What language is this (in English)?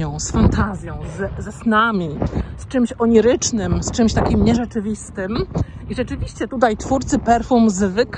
Polish